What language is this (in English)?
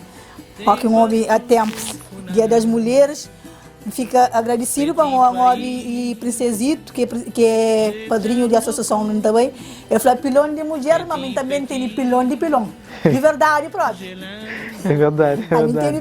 Kabuverdianu